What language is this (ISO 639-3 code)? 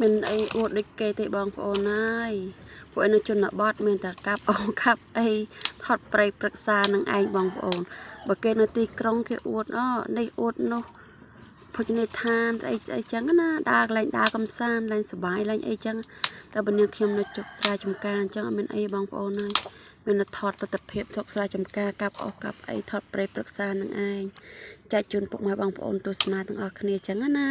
khm